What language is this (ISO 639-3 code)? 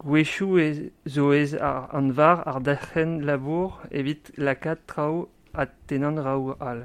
bre